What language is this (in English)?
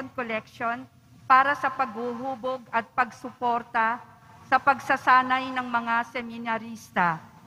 Filipino